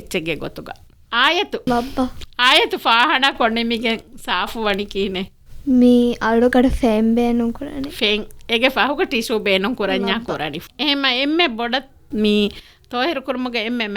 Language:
Divehi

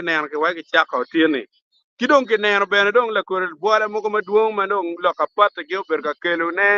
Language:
Acoli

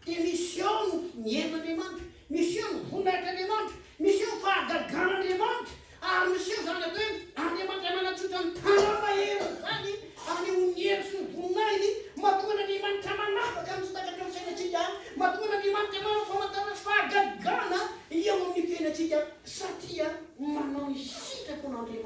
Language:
Malagasy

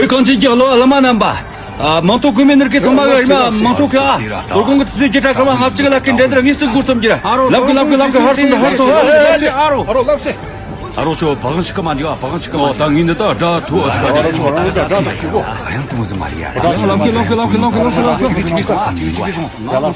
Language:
Tibetan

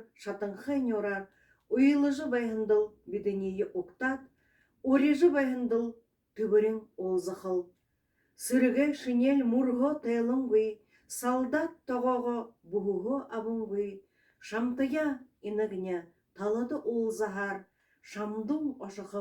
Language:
Buriat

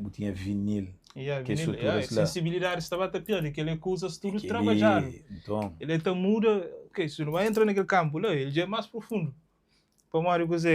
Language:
Kabuverdianu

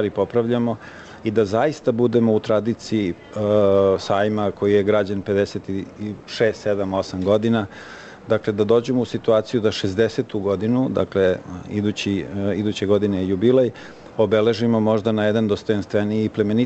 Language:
Serbian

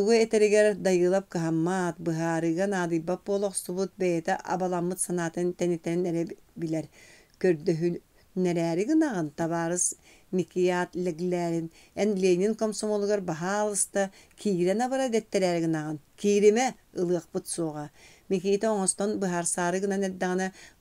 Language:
Yakut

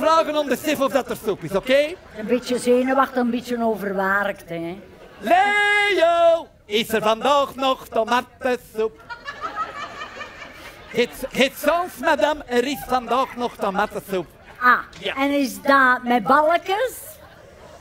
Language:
Dutch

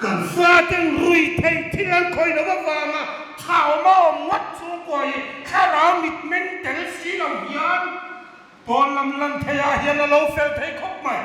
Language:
Hmar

